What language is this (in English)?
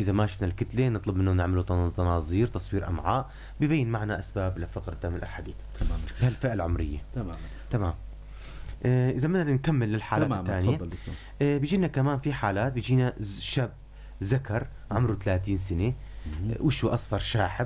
North Levantine Arabic